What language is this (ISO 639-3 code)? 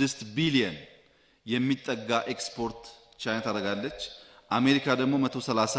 amh